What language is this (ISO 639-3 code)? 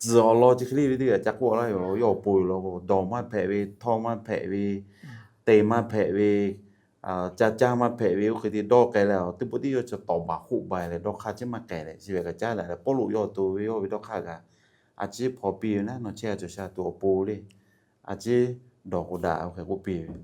lhu